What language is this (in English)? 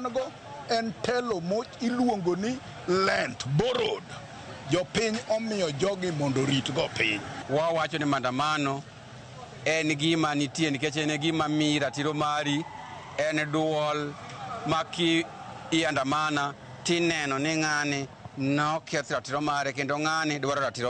Luo (Kenya and Tanzania)